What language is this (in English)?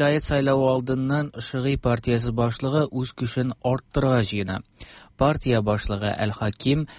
Tatar